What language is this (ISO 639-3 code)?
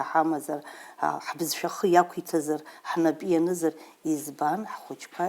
abk